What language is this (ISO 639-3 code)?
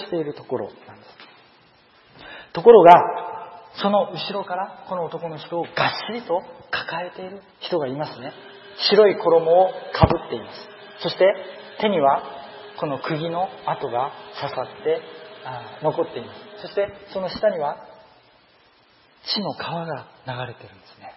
jpn